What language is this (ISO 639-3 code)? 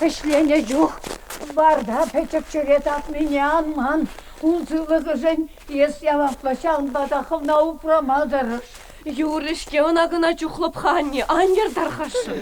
chv